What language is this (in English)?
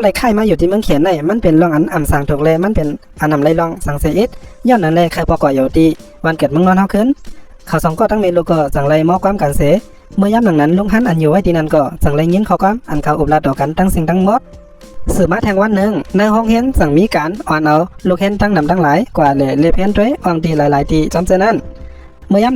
Shan